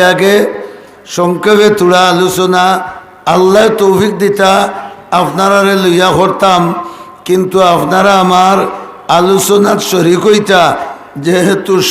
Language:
Sylheti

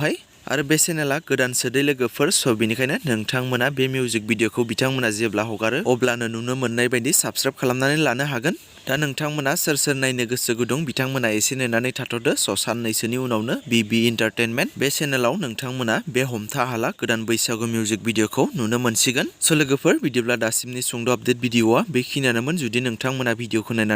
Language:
Bodo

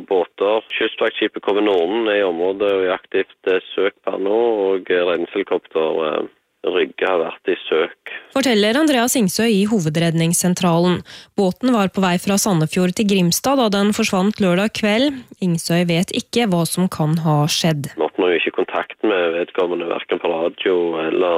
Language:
Norwegian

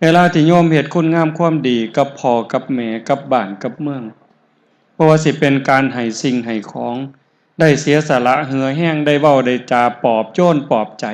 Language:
Northeastern Thai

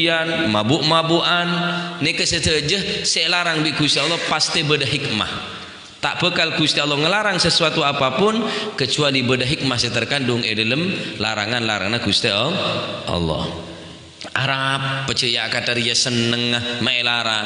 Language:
Madurese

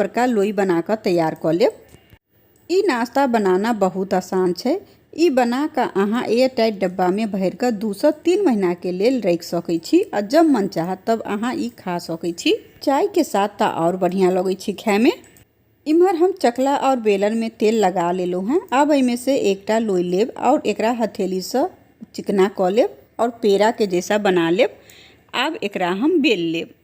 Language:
Maithili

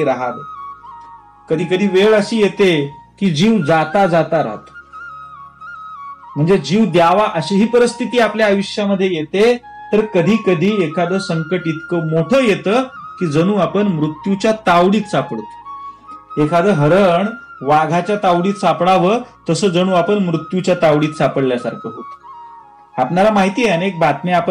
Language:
Marathi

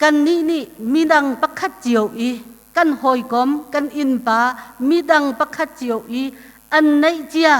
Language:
Hakha Chin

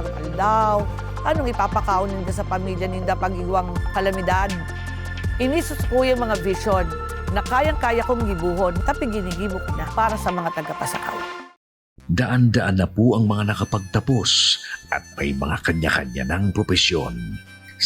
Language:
Bikol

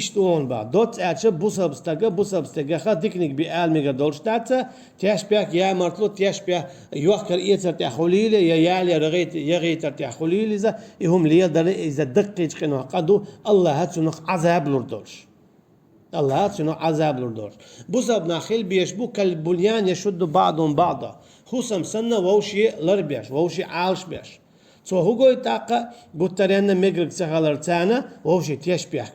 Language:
Chechen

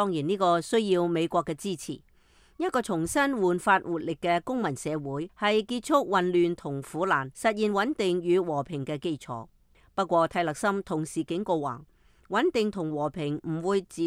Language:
Cantonese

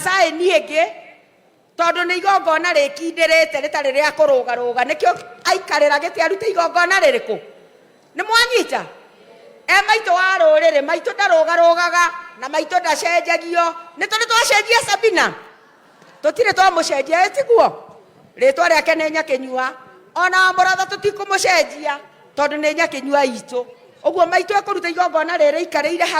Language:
Kikuyu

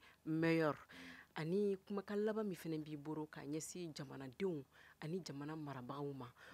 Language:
Bambara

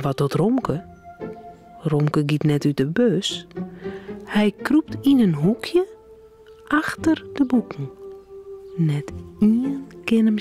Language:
Western Frisian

